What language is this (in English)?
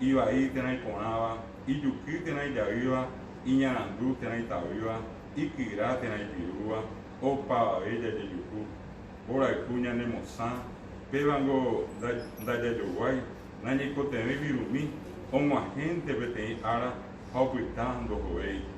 Guarani